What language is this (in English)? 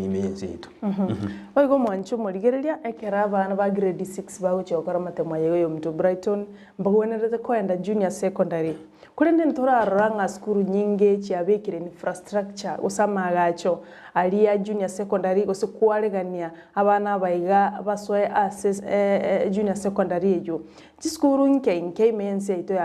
Gusii